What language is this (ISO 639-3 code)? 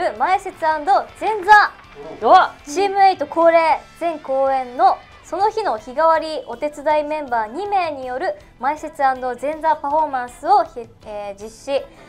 jpn